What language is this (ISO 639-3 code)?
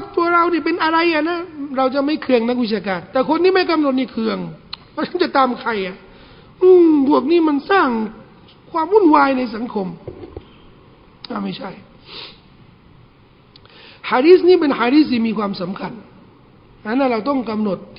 tha